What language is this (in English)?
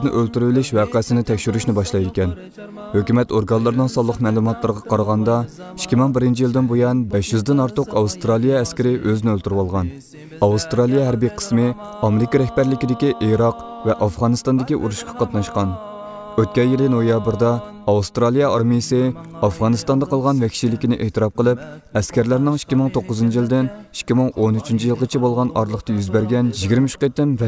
Uyghur